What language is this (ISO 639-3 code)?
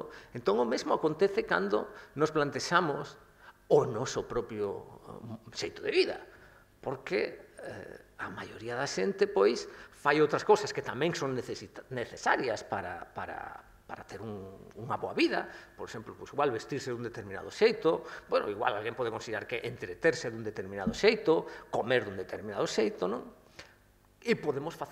glg